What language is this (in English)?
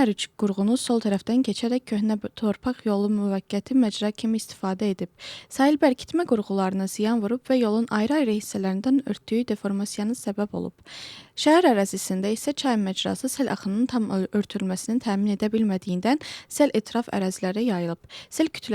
Azerbaijani